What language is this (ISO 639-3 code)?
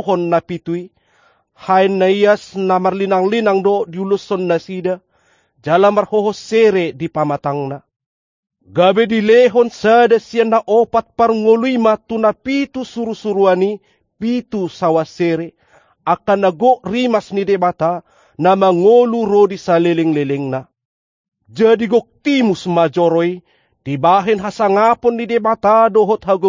bbc